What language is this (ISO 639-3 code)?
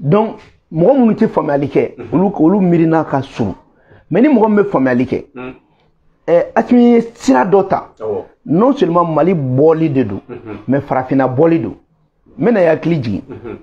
bam